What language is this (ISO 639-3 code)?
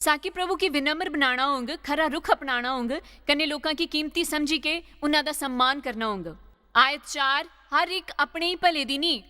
doi